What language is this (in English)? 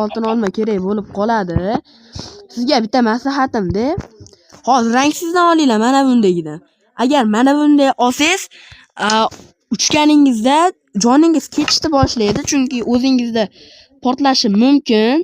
Uzbek